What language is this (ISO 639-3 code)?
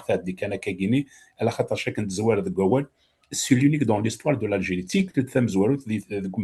kab